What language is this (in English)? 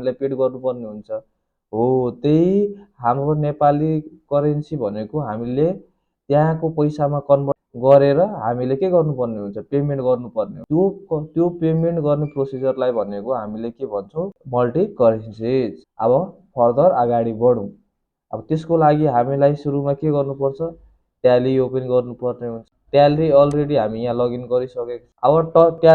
Nepali